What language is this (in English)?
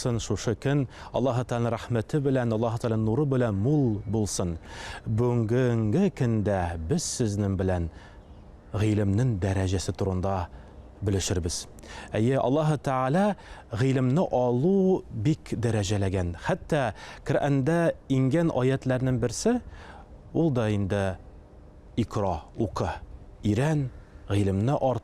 Tatar